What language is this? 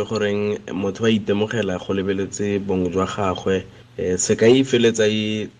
Tswana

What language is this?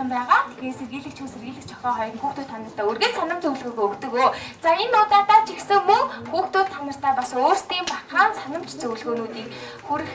Mongolian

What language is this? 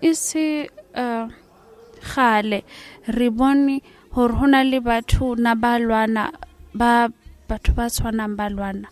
Southern Sotho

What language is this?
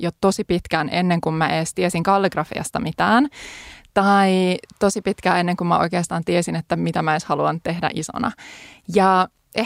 Finnish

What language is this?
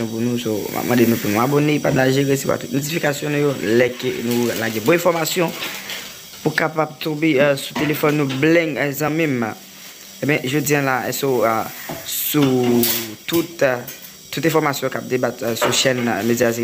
Haitian Creole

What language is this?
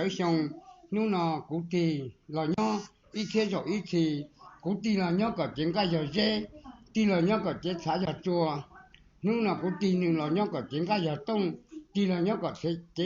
Hmong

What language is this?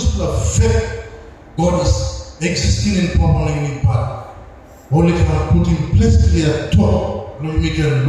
Tok Pisin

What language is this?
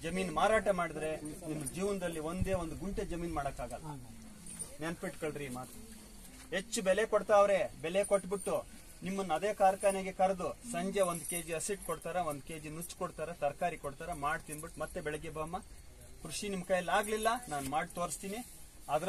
Kannada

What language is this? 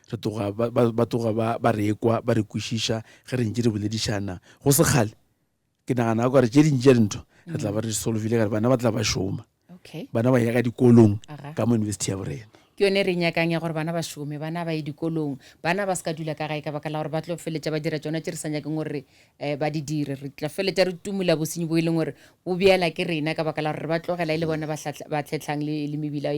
Northern Sotho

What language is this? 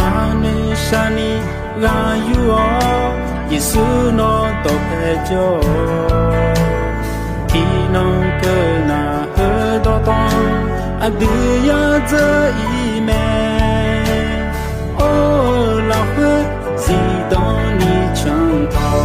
Akha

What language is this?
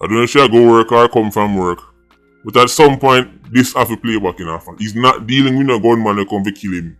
Jamaican Creole English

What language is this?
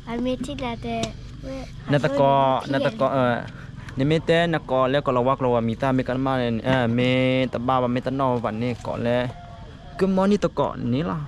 S'gaw Karen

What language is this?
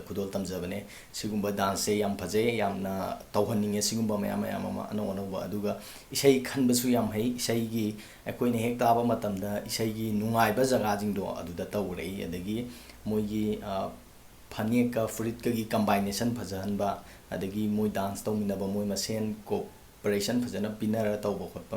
Manipuri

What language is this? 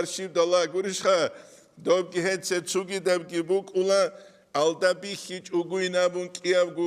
Avaric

